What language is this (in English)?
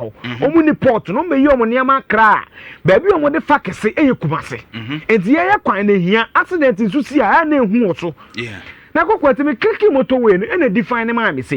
Akan